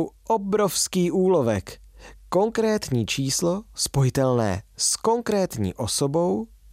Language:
Czech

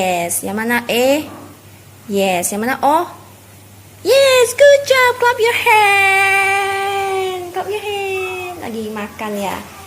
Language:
Betawi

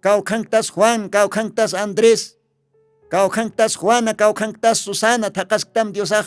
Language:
Aymara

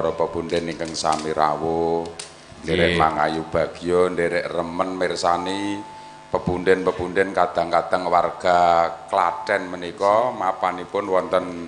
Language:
Javanese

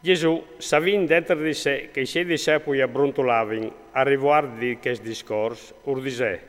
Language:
Friulian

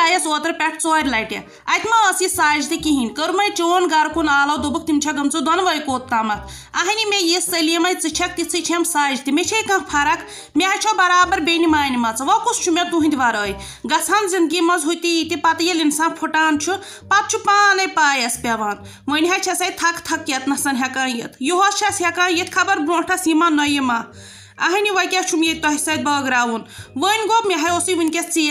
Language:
Kashmiri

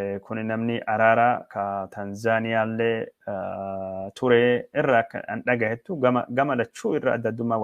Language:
Oromo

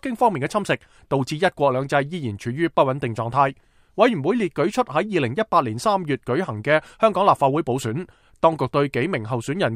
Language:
Cantonese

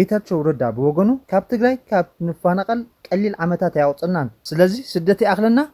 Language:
Tigrinya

